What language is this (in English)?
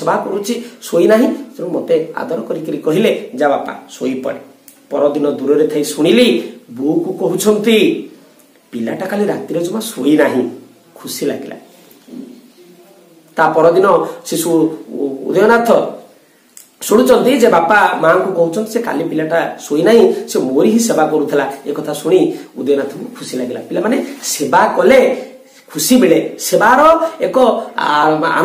Odia